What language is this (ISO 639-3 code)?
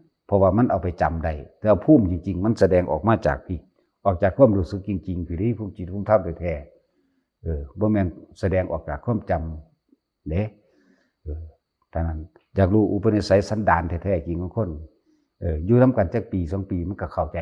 tts